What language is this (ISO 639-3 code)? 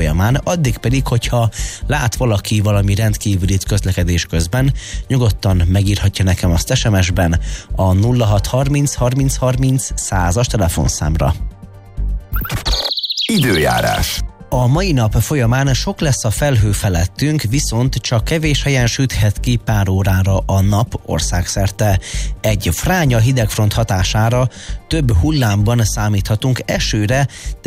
hun